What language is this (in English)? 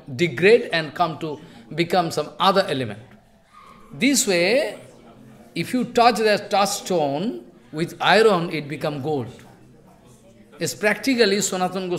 English